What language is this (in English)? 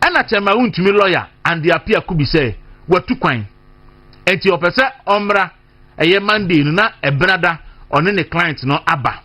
Akan